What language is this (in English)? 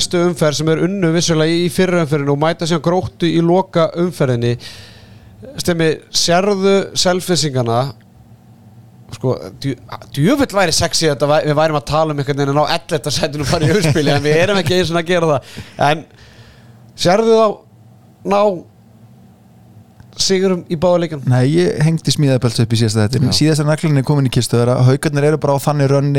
Icelandic